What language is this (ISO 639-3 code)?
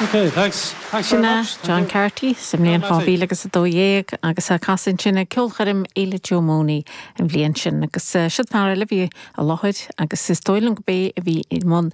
gle